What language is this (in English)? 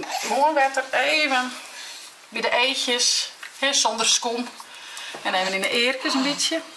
Western Frisian